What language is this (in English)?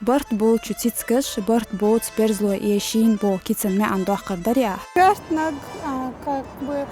Chechen